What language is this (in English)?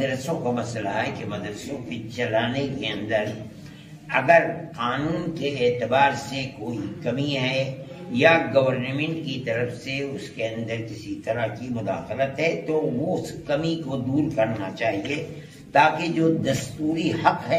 Urdu